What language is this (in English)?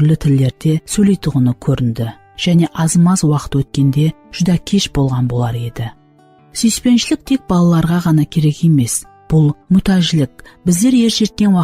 Kara-Kalpak